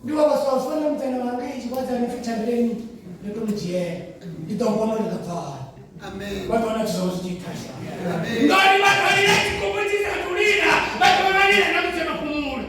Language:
Venda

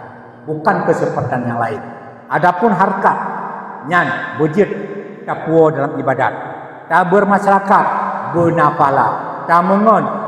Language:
Achinese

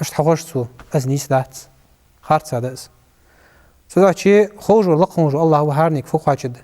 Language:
Ingush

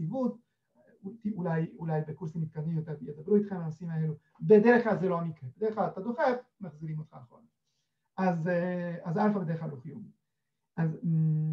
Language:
Hebrew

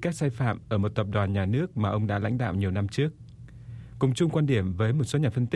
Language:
Vietnamese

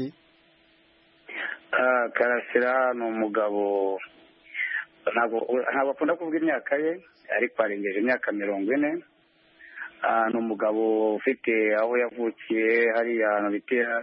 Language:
Kinyarwanda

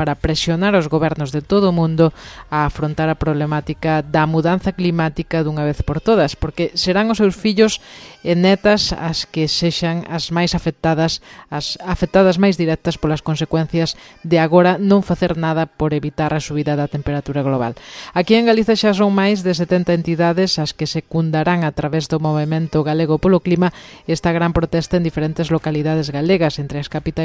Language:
Galician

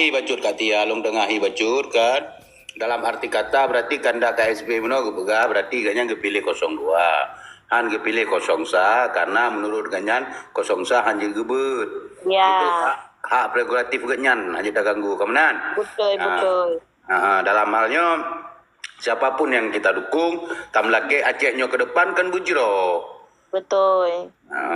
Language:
Achinese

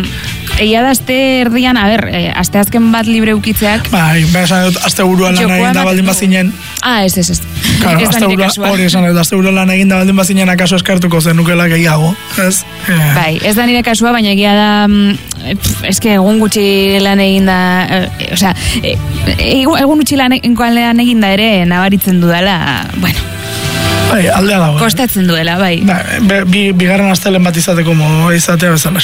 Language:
Basque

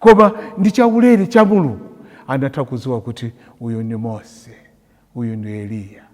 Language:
Nyanja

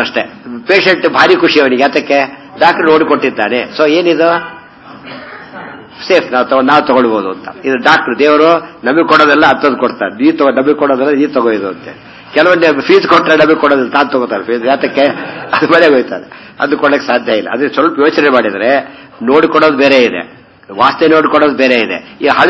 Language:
Kannada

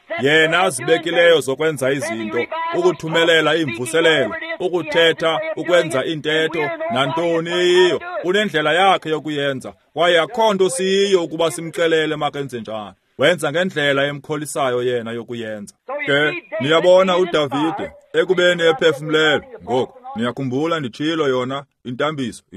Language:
Xhosa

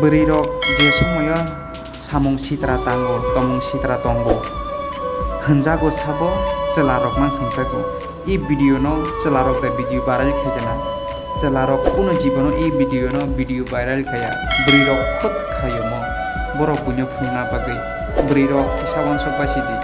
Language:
Kok Borok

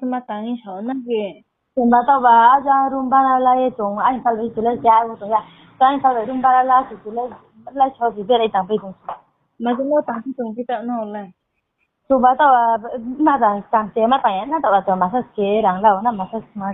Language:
Riang (India)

